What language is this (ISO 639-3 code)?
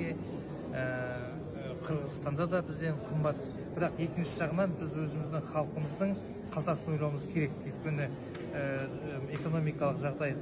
kaz